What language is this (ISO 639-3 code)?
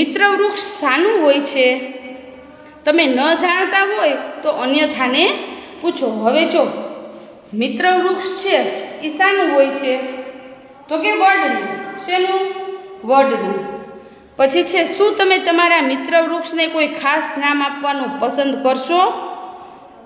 guj